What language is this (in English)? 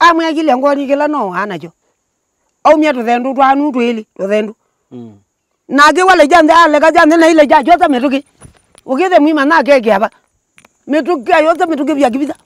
Kamba